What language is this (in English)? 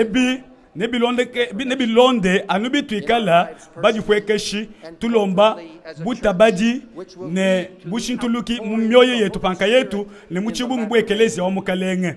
Luba-Lulua